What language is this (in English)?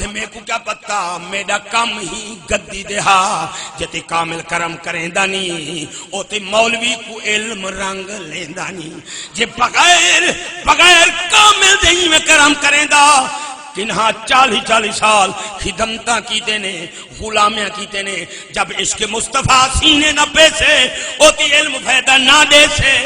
Saraiki